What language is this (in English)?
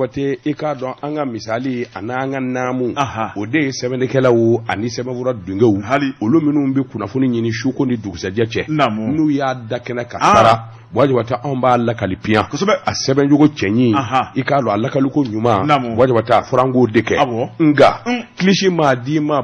Bambara